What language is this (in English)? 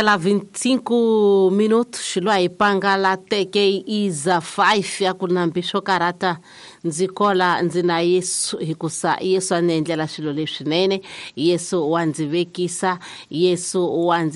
Tsonga